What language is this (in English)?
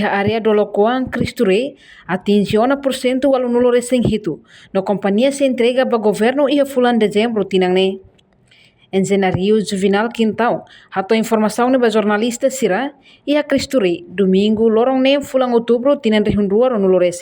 Tetum